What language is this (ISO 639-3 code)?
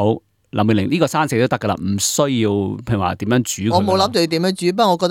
yue